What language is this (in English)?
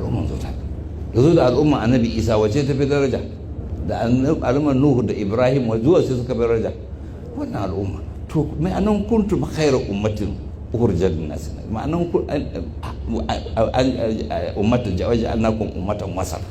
Hausa